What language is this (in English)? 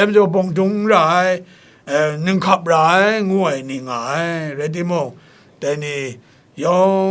Kachin